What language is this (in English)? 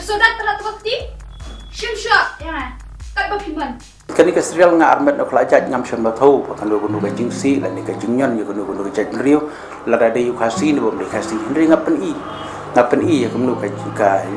Khasi